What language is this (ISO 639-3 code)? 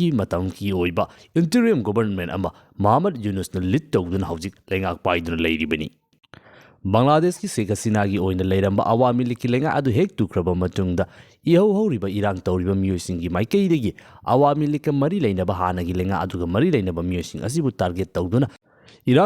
mni